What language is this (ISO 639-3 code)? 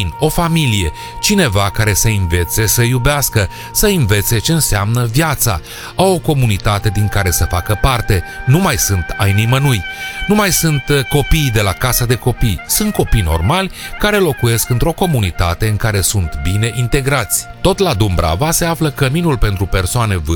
ron